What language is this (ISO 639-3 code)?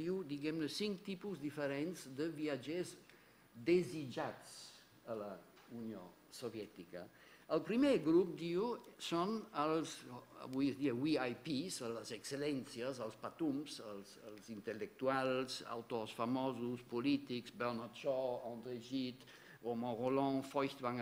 cat